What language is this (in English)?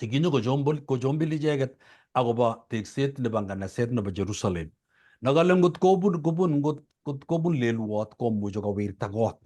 Kalenjin